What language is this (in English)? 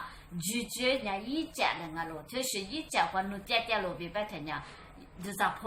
Lisu